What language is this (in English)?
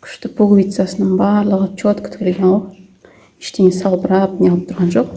Kazakh